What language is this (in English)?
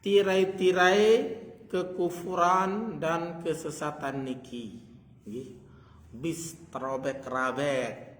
Sasak